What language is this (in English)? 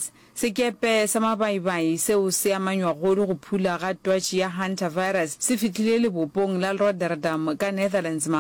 Northern Sotho